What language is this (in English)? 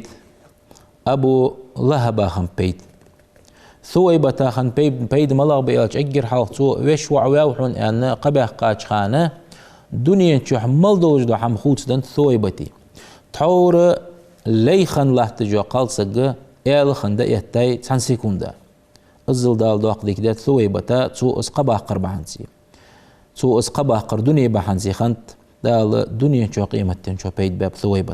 Ingush